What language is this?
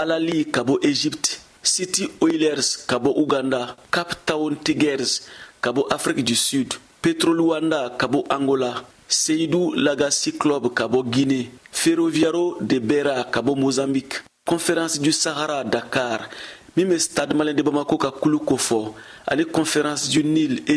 Bambara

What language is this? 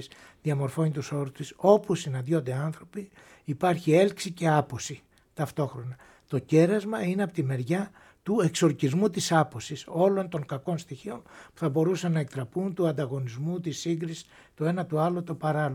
Greek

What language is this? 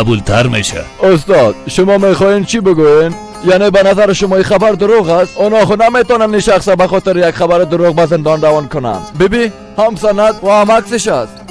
Persian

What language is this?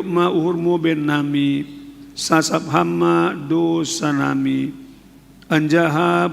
Batak Simalungun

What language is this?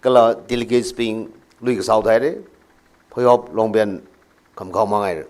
Tangkhul Naga (India)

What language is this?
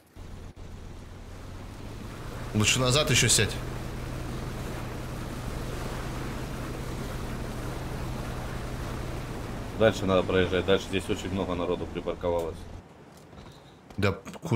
Russian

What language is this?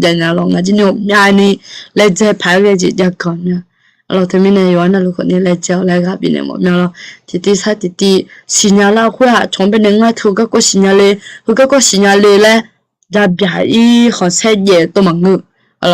Akha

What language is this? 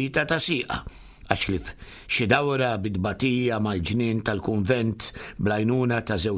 Maltese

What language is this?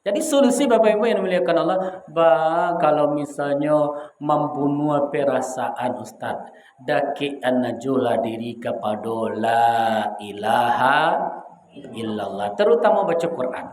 Minangkabau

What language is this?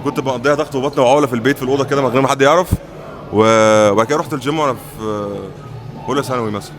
Egyptian Arabic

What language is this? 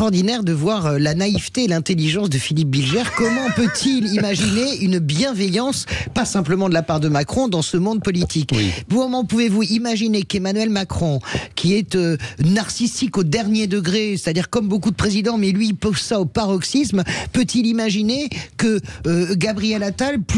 French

